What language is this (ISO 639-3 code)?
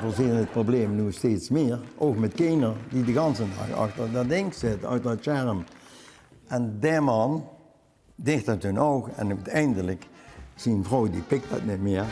lim